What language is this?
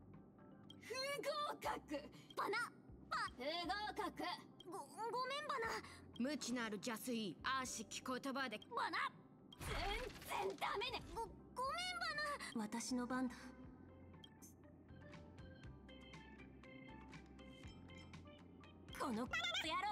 Japanese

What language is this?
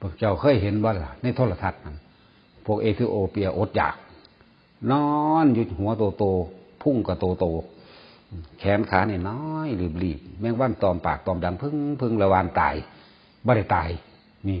Northeastern Thai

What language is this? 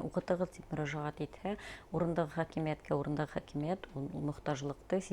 Bashkir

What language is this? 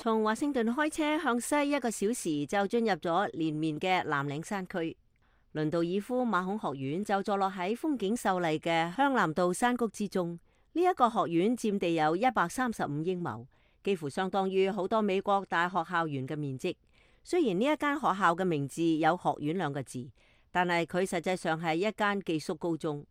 Cantonese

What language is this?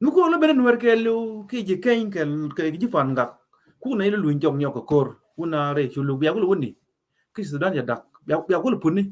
Nuer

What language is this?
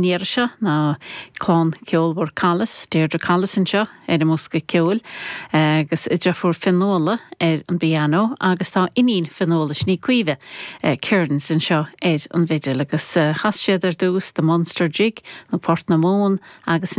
Irish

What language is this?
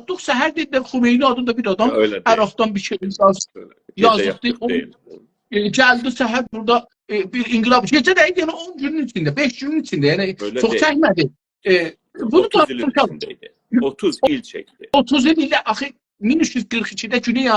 South Azerbaijani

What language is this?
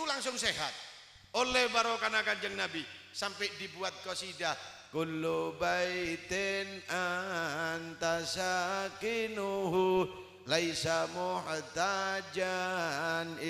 Madurese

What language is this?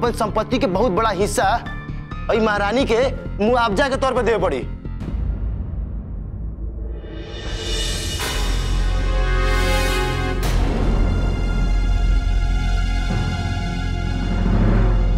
Bhojpuri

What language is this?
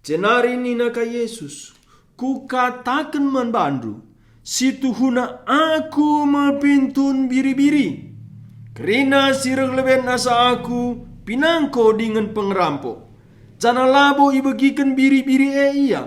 Batak Karo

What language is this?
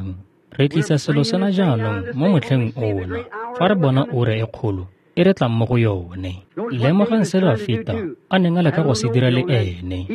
Tswana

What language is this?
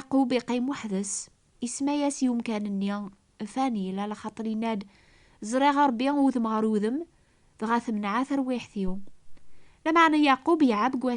Kabyle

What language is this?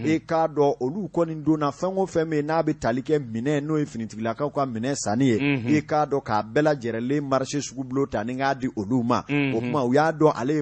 Bambara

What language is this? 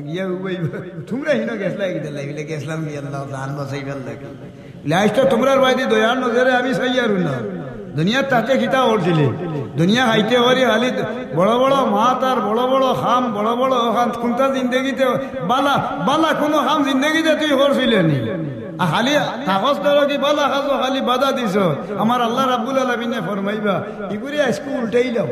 Sylheti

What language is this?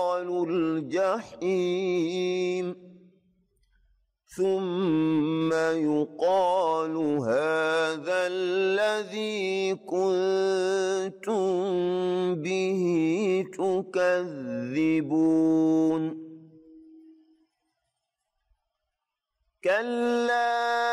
Arabic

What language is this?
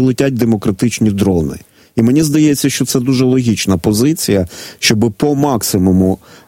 Ukrainian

